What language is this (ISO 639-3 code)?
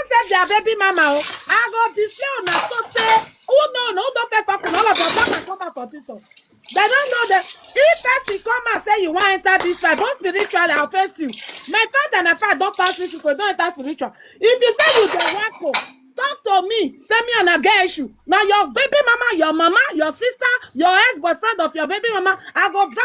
pcm